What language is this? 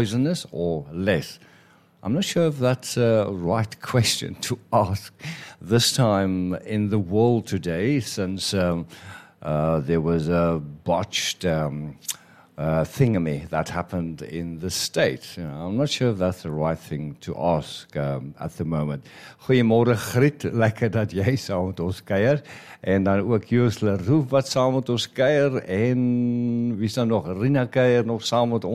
Afrikaans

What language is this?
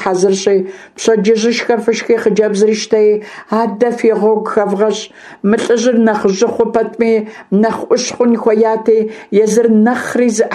Kabardian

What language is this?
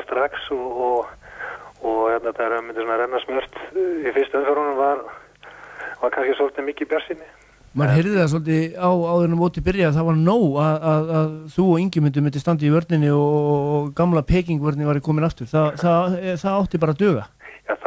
Icelandic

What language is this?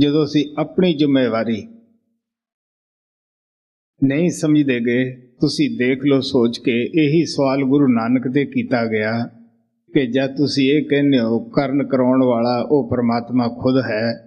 Punjabi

